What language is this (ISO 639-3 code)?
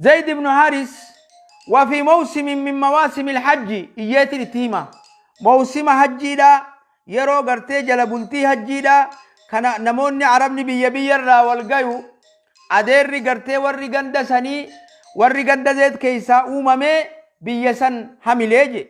orm